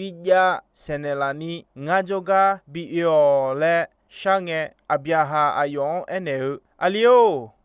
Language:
Akha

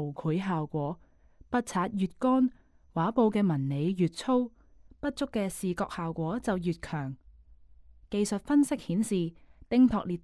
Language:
Cantonese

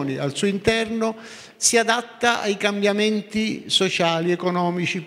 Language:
Italian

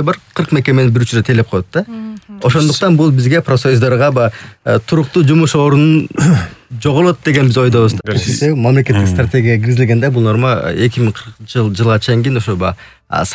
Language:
Kyrgyz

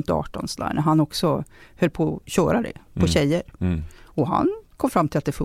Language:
Swedish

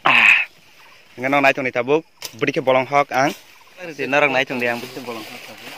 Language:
Kok Borok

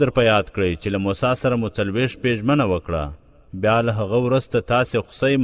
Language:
Pashto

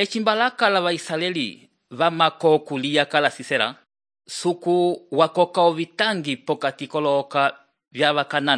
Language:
Umbundu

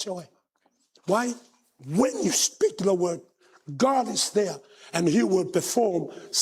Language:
Samoan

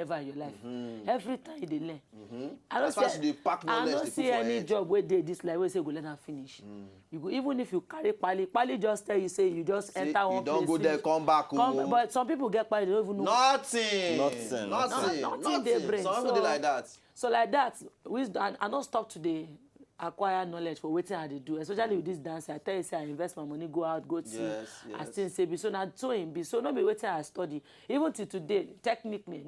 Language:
Nigerian Pidgin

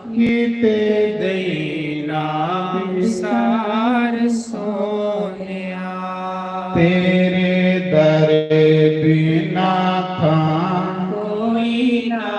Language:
Dogri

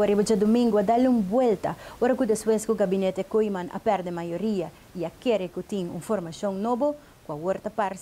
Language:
Papiamento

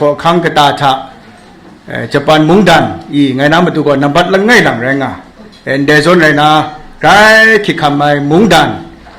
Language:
Kachin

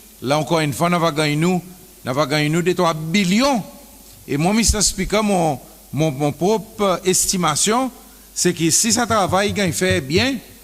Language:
Seselwa Creole French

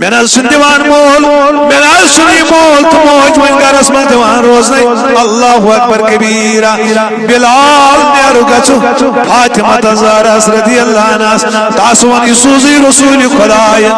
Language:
Kashmiri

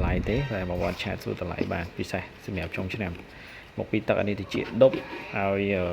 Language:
Khmer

